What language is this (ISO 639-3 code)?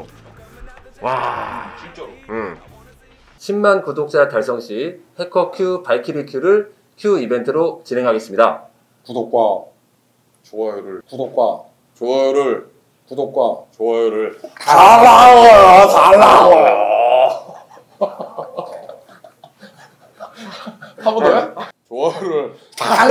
kor